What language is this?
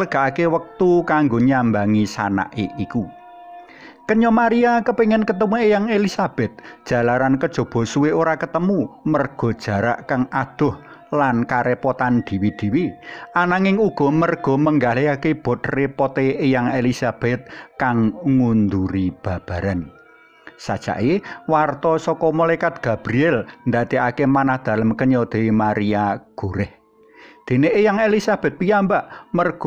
Javanese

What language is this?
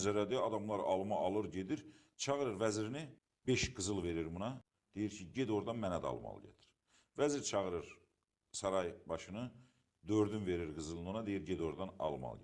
Azerbaijani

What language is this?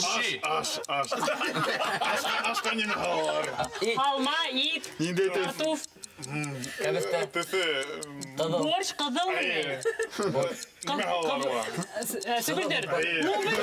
Bashkir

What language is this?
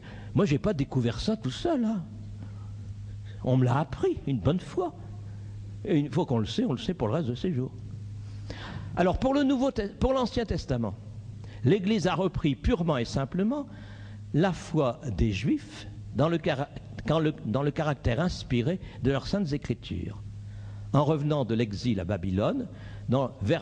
French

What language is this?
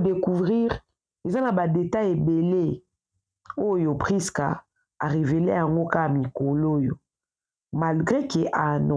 Lingala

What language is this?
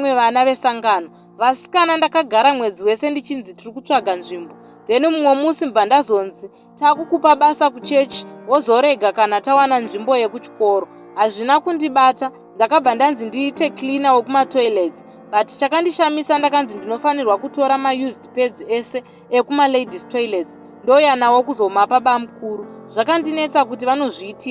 Shona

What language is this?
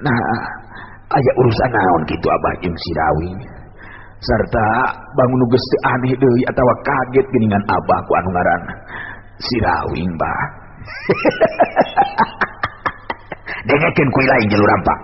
Sundanese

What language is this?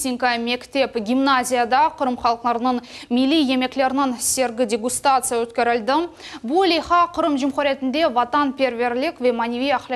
Crimean Tatar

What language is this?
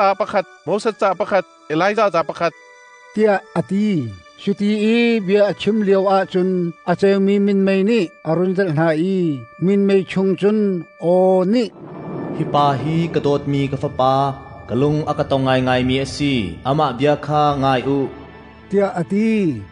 Hakha Chin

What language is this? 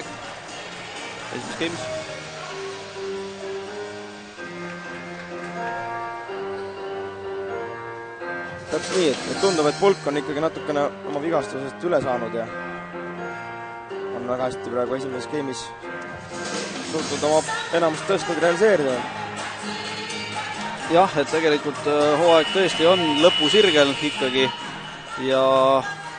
Estonian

